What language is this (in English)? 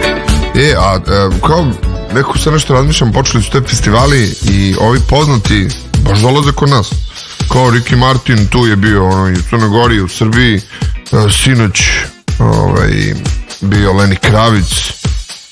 Serbian